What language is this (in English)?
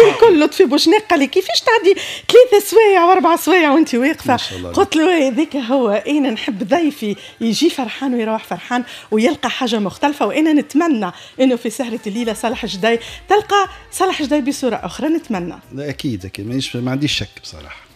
Tunisian Arabic